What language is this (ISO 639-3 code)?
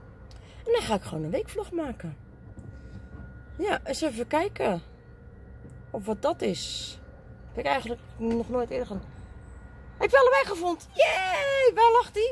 nld